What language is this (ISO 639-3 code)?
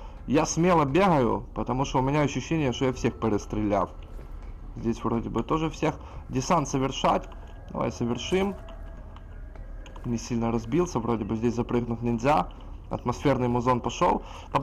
rus